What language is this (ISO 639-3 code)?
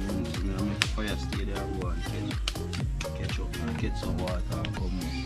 jam